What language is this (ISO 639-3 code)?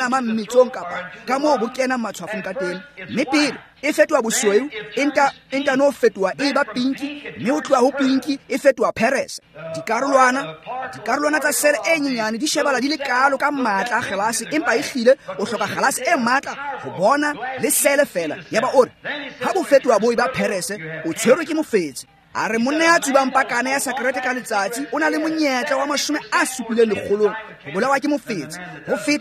tsn